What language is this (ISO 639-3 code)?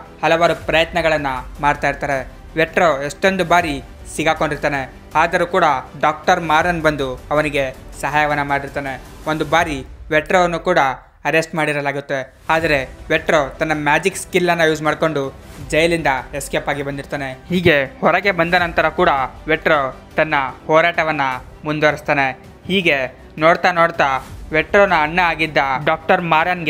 kan